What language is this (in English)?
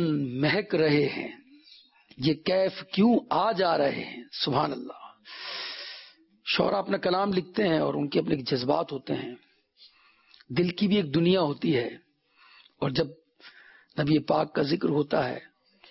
Urdu